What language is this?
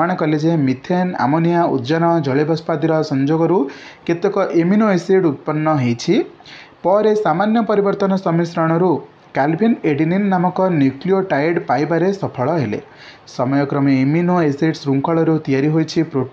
Odia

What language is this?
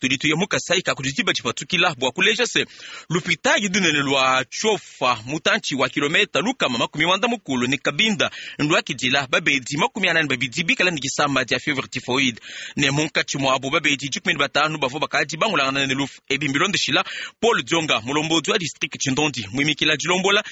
Luba-Lulua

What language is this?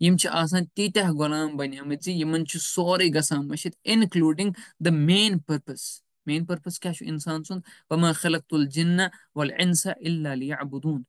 Kashmiri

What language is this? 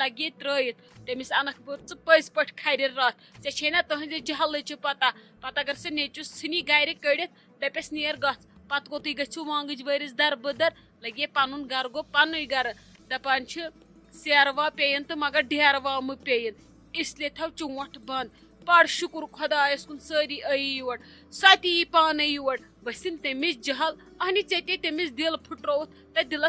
Kashmiri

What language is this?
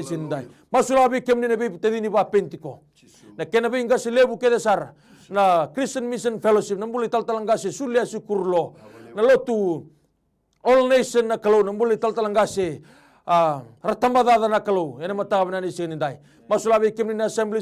Fijian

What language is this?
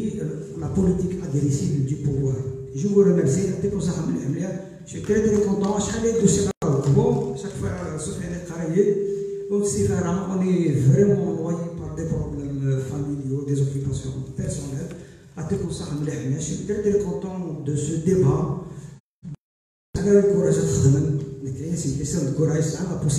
French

